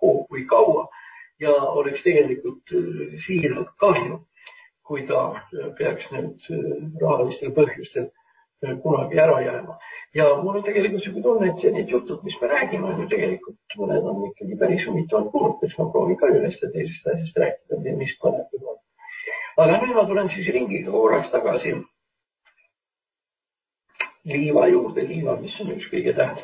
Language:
Estonian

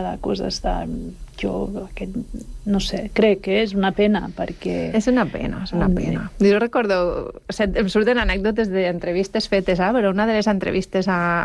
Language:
Catalan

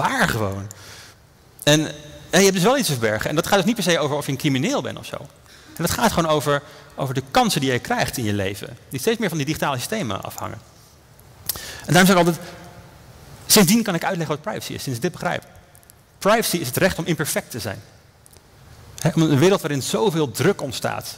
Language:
Dutch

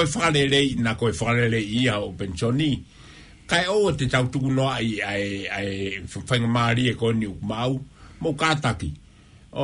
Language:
Tongan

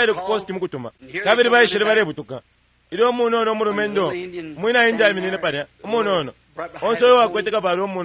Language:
Bemba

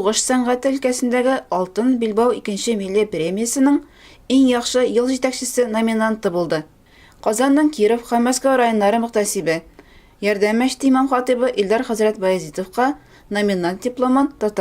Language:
Tatar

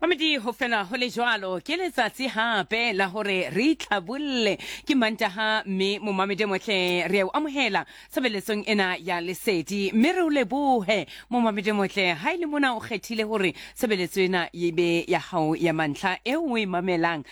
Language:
Southern Sotho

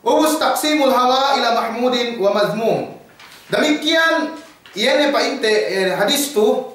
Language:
Yakan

